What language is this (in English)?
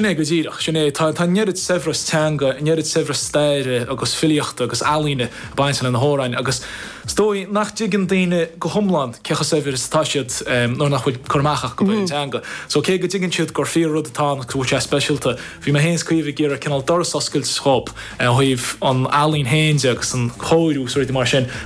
Irish